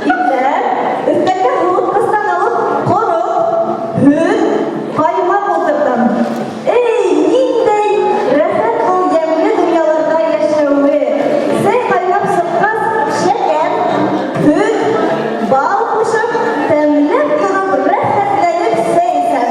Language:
Bashkir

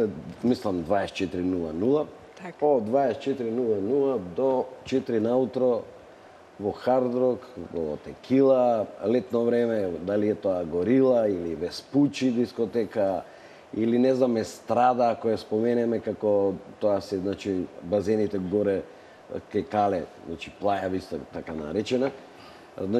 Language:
Macedonian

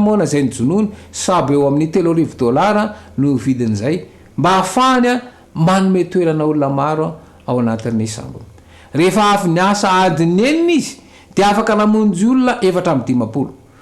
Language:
Malagasy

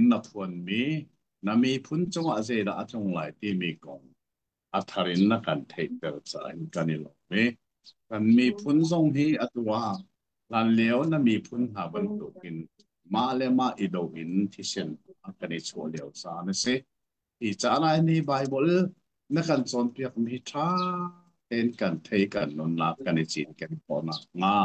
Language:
Hakha Chin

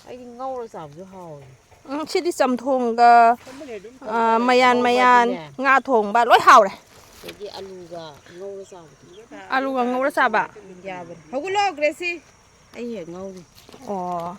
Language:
Manipuri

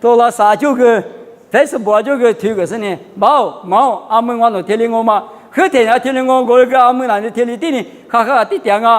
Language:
Lisu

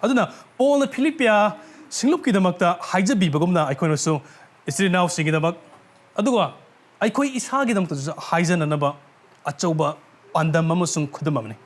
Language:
Manipuri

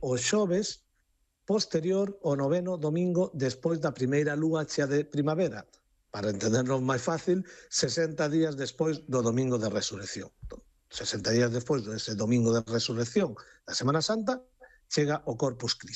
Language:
Galician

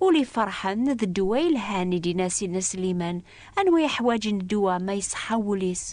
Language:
Kabyle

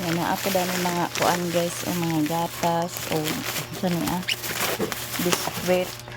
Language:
Cebuano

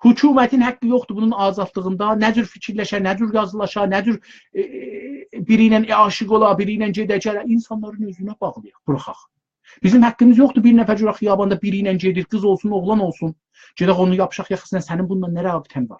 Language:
South Azerbaijani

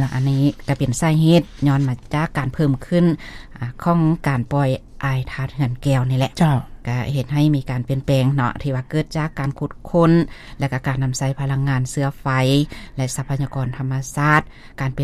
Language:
Lao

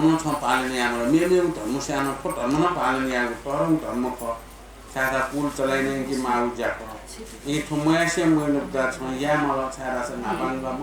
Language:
Newari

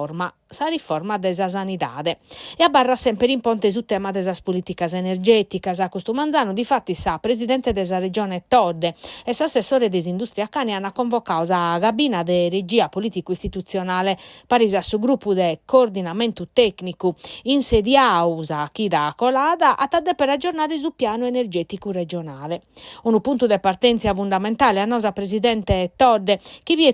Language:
Sardinian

